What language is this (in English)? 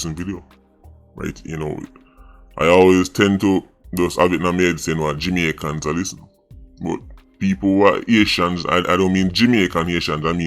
Jamaican Creole English